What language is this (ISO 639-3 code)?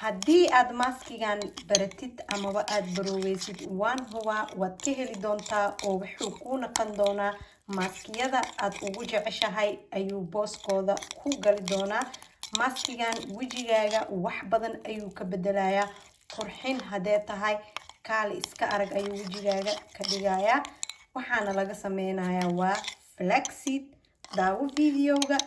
som